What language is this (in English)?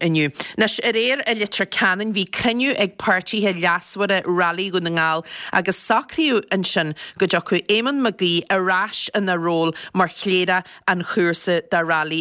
Irish